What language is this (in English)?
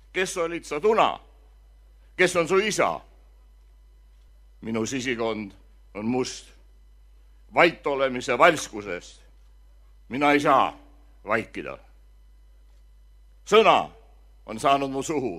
Estonian